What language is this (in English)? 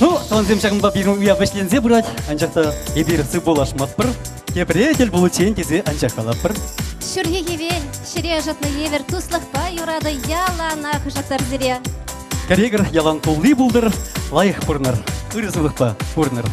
Chuvash